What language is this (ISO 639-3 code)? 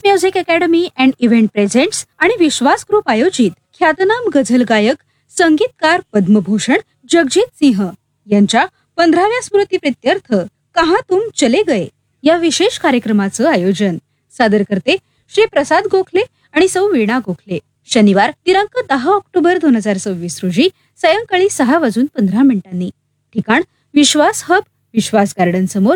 mar